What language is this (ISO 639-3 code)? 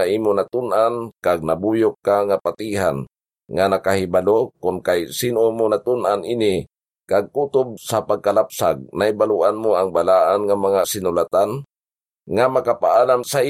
hil